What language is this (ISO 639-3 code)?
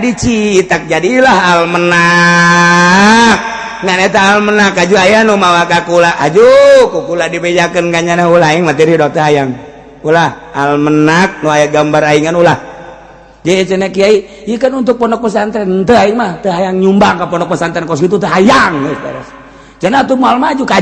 sun